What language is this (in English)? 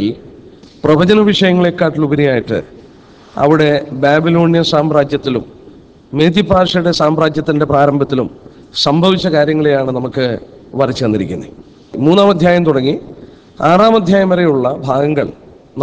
Malayalam